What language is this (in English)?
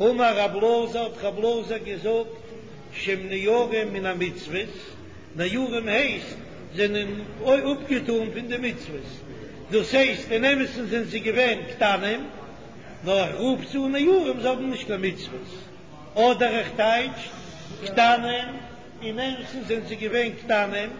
Yiddish